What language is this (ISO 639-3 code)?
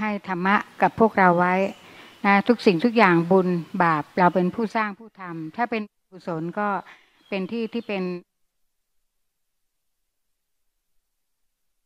tha